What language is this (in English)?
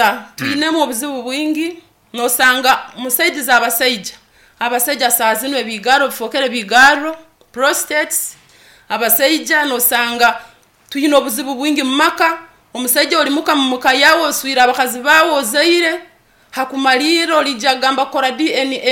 Nyankole